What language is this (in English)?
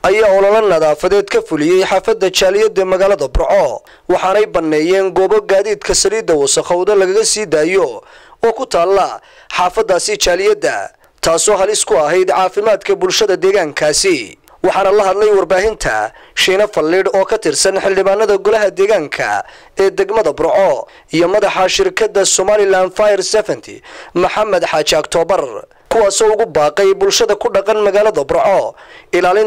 Somali